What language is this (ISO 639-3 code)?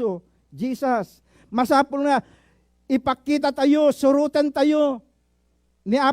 ilo